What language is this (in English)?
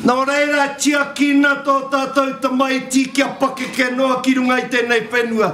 Māori